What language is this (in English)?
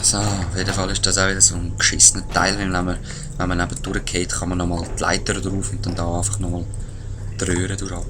Swiss German